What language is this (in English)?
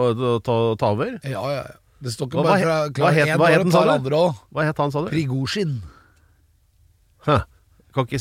Norwegian